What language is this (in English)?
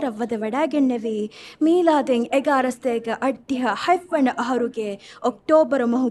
Divehi